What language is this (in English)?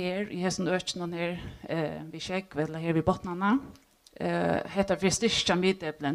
Faroese